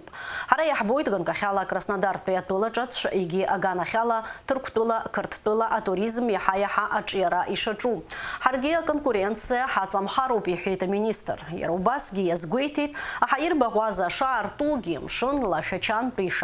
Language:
Abkhazian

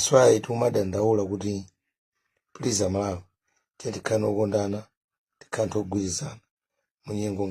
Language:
Nyanja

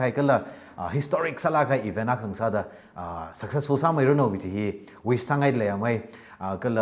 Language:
Tangkhul Naga (India)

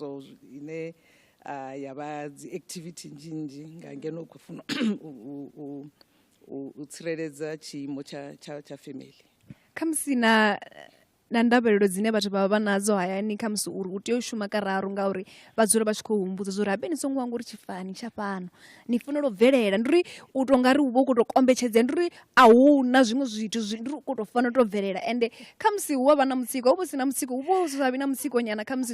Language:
Venda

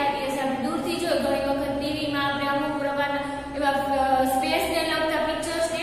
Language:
Gujarati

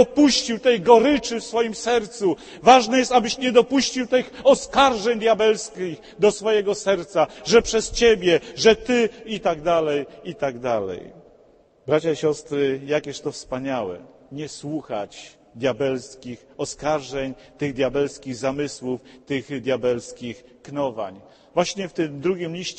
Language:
Polish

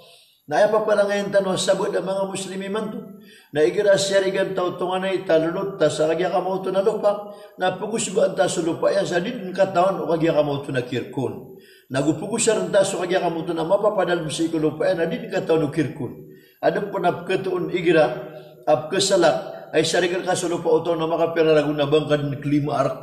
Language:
Maranao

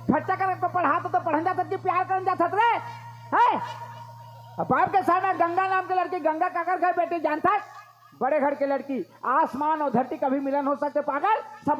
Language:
Chhattisgarhi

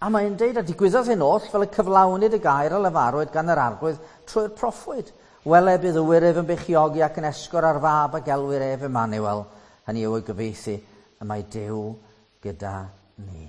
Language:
Welsh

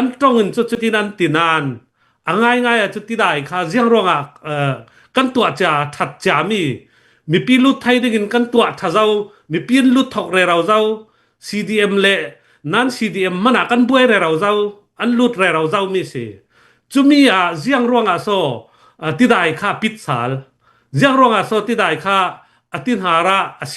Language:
Hakha Chin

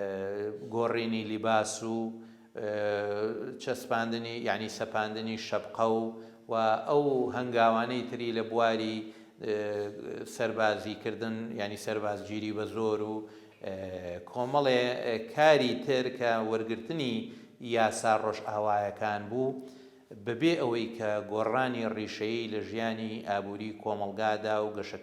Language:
Central Kurdish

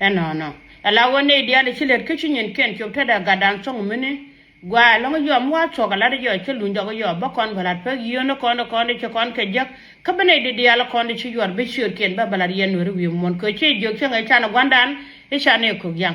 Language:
Nuer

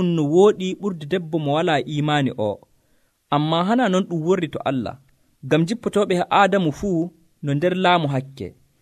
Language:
Nigerian Fulfulde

